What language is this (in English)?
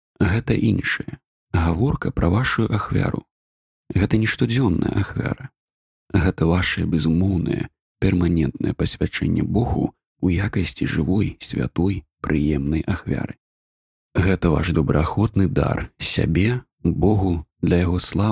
Belarusian